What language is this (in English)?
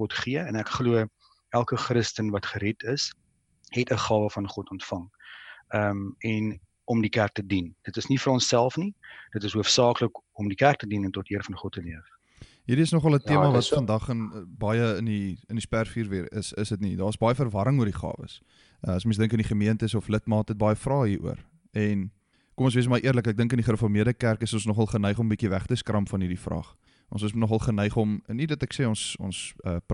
Afrikaans